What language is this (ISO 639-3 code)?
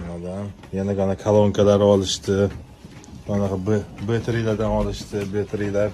uzb